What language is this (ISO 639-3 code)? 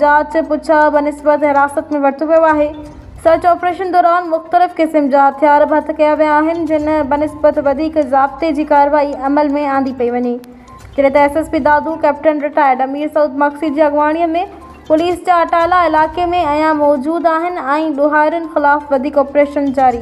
snd